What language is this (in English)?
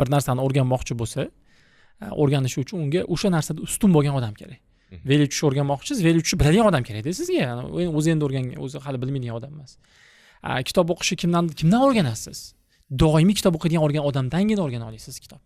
Uzbek